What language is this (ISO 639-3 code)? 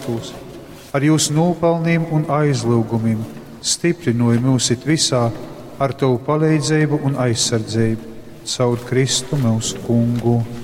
ltg